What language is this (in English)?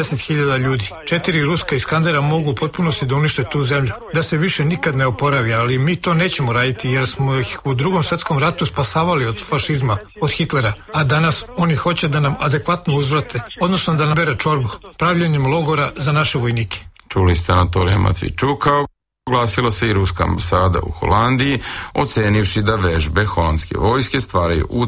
Serbian